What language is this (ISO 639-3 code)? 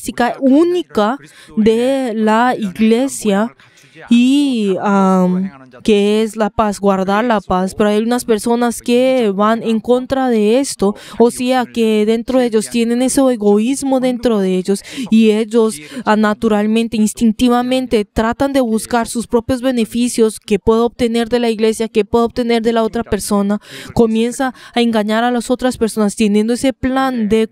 spa